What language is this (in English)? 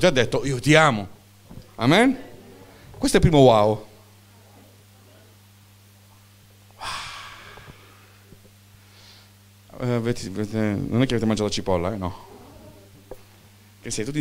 Italian